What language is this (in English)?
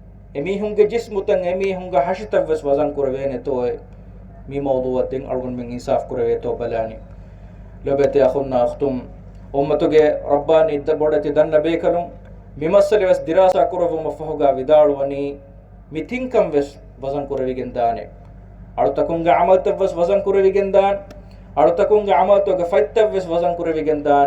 Divehi